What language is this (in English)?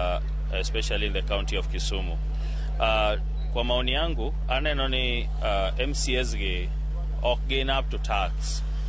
Luo (Kenya and Tanzania)